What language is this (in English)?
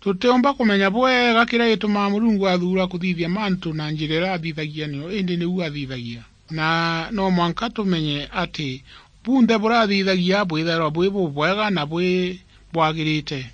Meru